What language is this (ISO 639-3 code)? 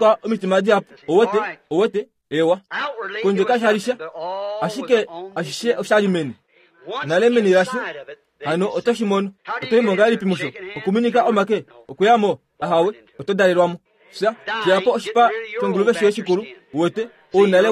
kua